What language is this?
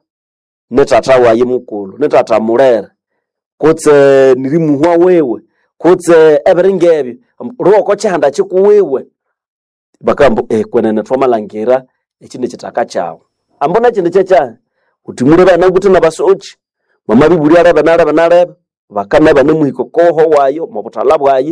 Nande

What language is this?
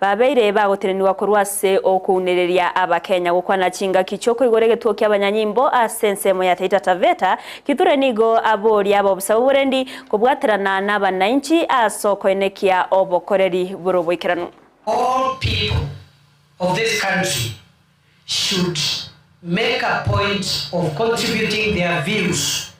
Gusii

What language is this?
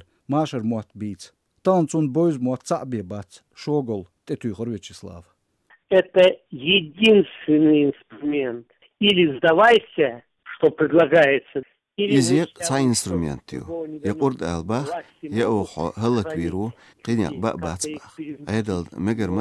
Chechen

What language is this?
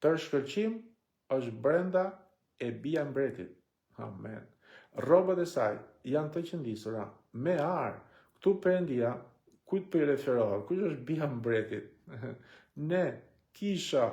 Albanian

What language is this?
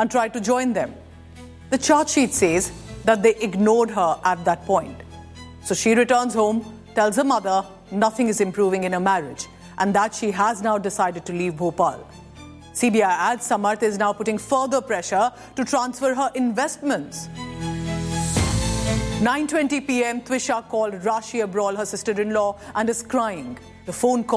English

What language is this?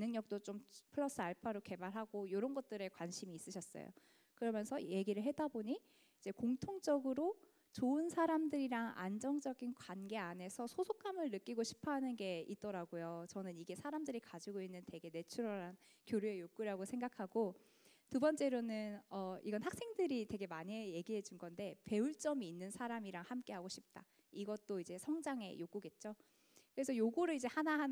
Korean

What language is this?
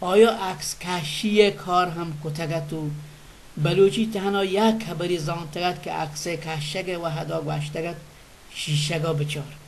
Baluchi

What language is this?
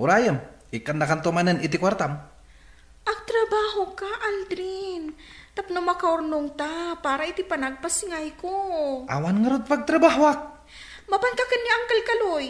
Iloko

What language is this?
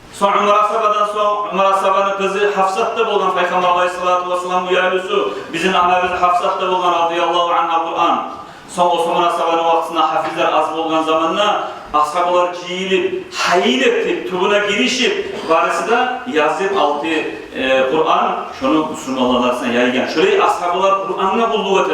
Kumyk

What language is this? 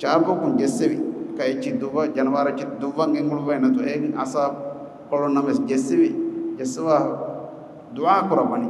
Divehi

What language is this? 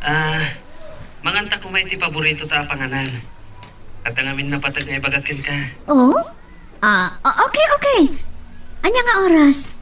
Iloko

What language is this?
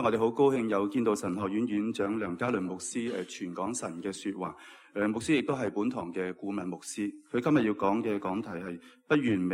Cantonese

